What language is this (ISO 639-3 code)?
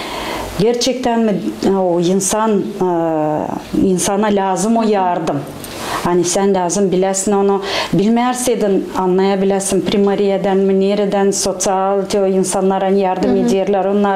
gag